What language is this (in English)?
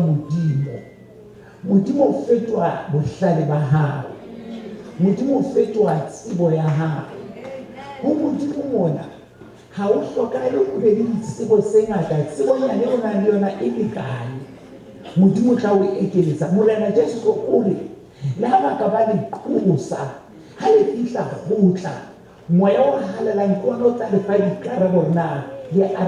Southern Sotho